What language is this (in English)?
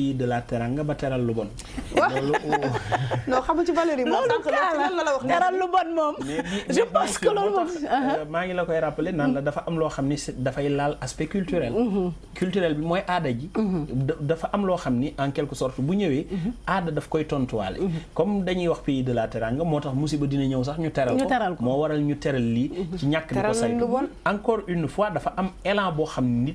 Wolof